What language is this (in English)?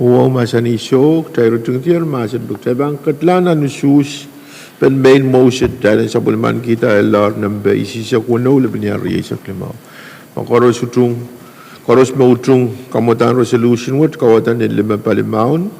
Pohnpeian